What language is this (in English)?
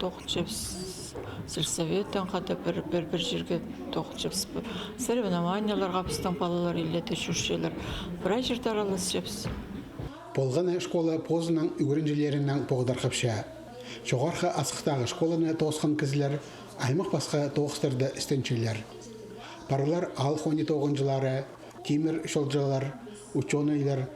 Khakas